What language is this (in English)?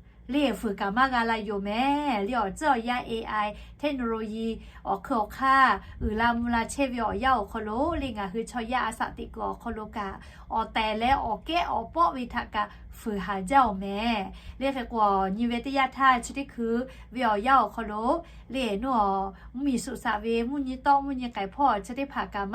Lahu